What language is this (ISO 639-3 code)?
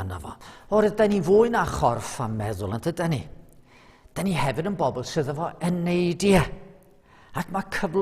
cym